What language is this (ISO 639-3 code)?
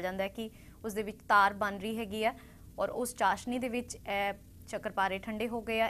pan